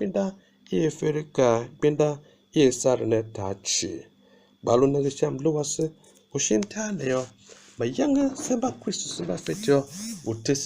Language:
Tiv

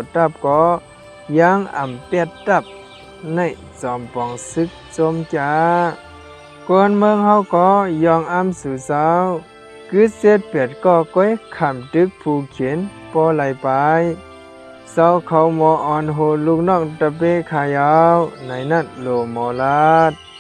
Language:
Shan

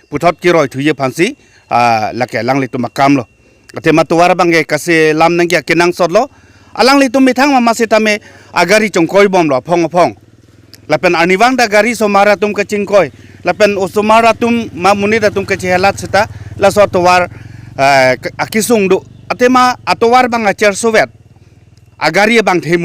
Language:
Karbi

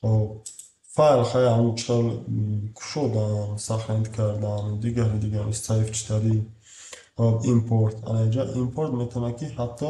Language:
Tajik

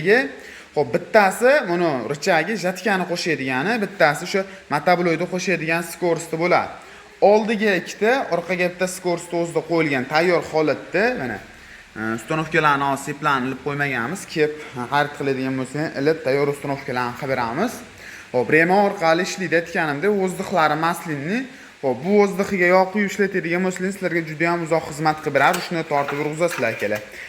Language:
Uzbek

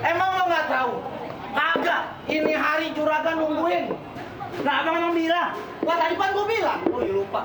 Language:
Betawi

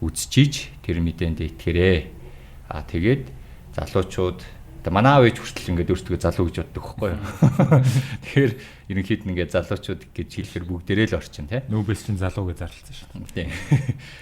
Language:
Mongolian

